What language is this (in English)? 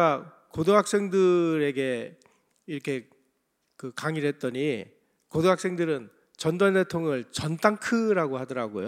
Korean